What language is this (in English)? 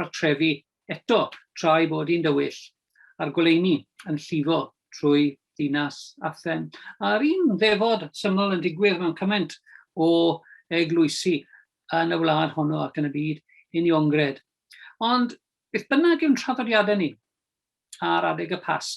Welsh